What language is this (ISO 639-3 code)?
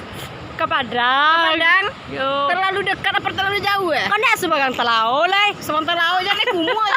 min